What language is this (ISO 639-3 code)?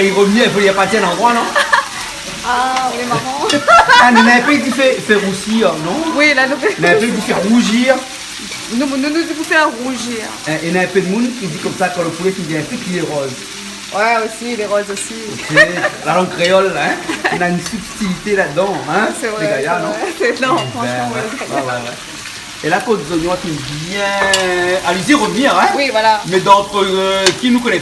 rcf